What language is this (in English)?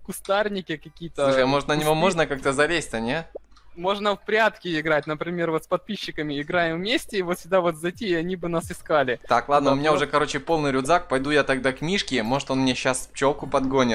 Russian